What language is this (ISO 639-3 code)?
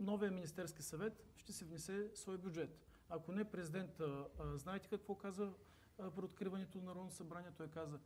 bul